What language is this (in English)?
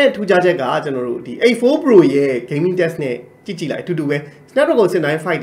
Burmese